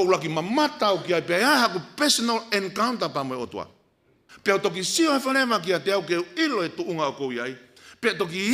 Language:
Tongan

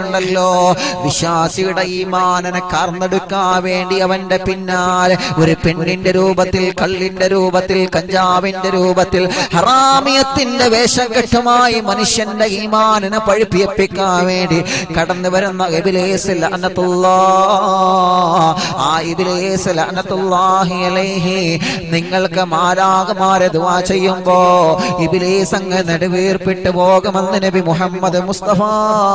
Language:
Malayalam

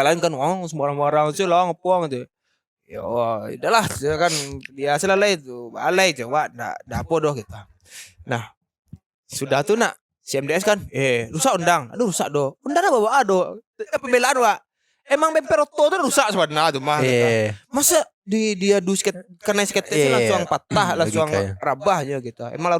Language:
Minangkabau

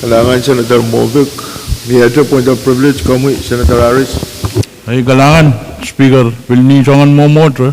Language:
Pohnpeian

